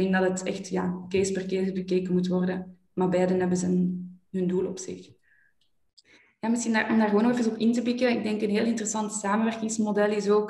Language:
Dutch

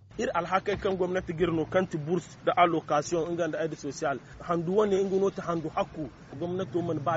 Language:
Zarma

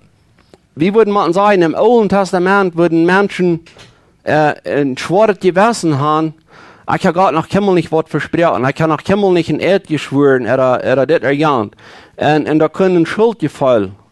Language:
Plautdietsch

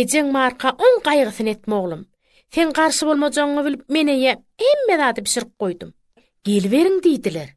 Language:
Turkmen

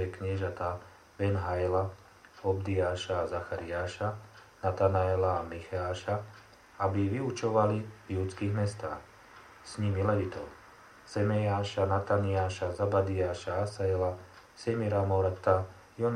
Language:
Slovak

